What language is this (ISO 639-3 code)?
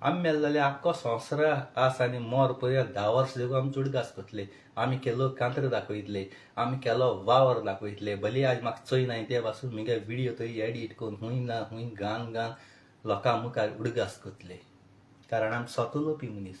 kok